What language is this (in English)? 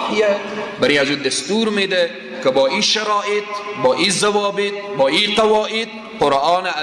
Persian